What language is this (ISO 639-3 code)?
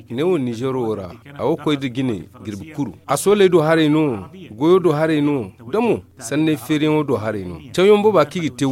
dje